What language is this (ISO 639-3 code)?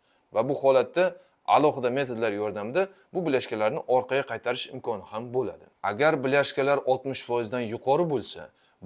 uzb